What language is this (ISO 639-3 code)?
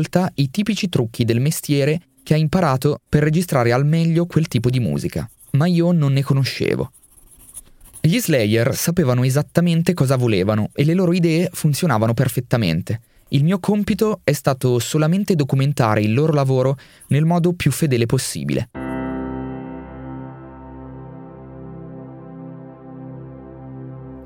ita